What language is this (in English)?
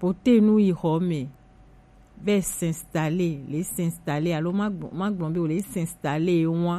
Gen